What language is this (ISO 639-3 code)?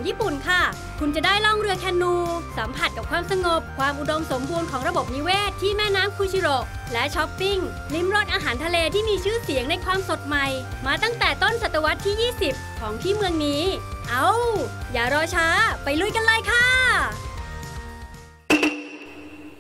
tha